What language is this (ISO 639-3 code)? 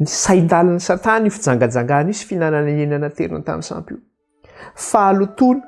mlg